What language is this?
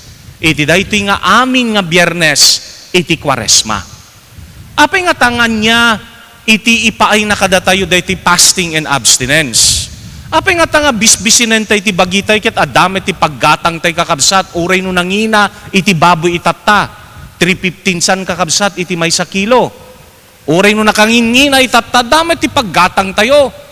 Iloko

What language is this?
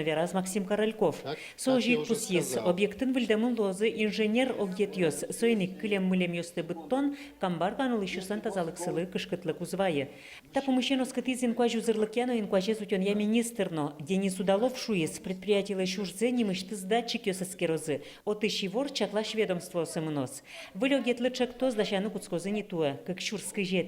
Udmurt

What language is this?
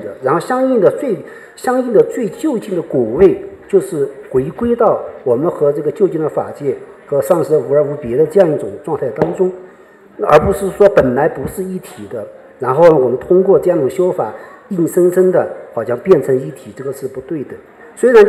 Chinese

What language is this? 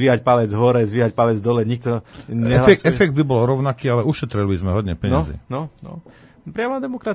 Slovak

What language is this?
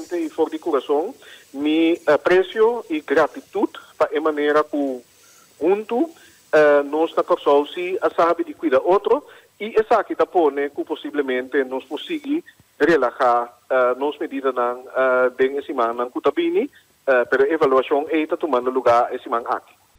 Papiamento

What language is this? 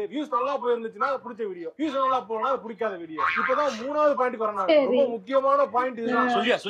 Tamil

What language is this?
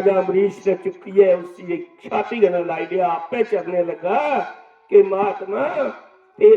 Dogri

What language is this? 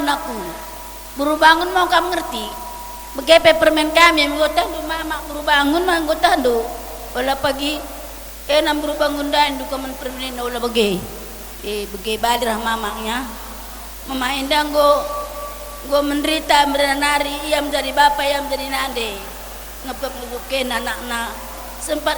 Batak Karo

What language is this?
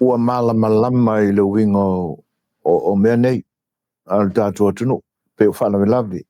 Samoan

